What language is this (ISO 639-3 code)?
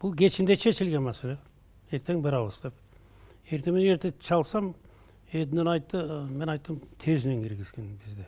kir